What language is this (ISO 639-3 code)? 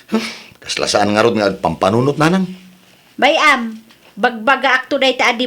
ilo